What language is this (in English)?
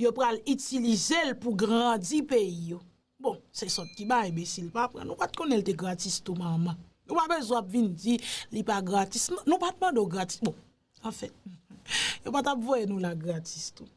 Haitian Creole